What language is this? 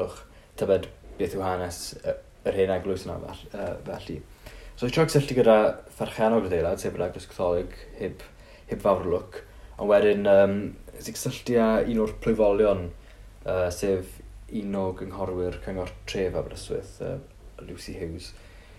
Welsh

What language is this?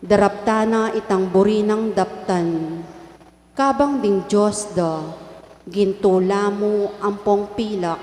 Pampanga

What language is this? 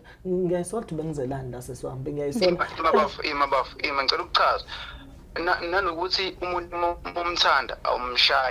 Zulu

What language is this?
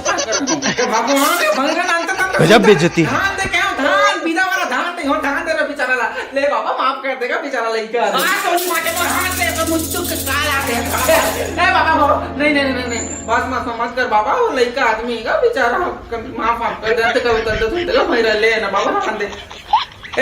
Chhattisgarhi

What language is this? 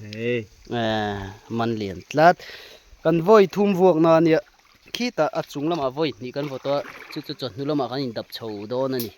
Mizo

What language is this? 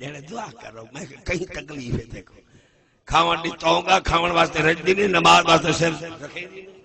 Saraiki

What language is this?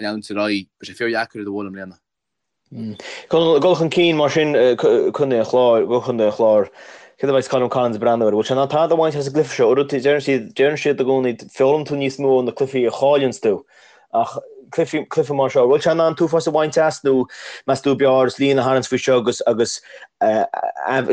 Irish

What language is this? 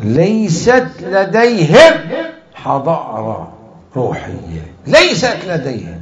Mesopotamian Arabic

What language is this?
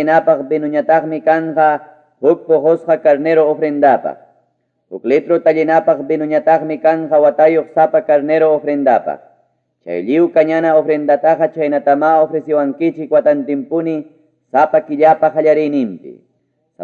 Ayacucho Quechua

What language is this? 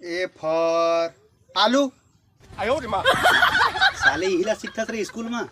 Chhattisgarhi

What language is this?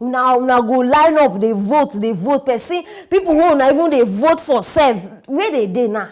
Nigerian Pidgin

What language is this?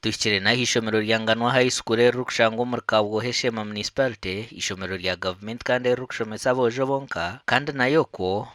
Nyankole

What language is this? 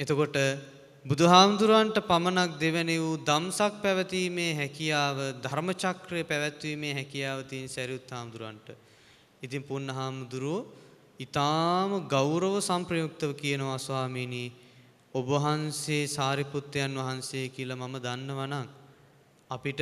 Sinhala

